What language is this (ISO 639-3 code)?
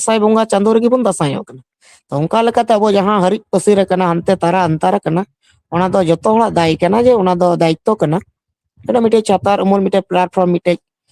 sat